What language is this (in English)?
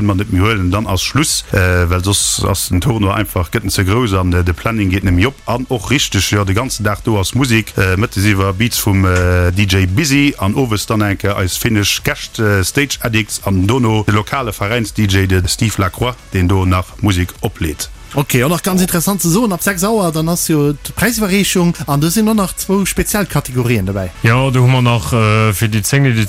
Luxembourgish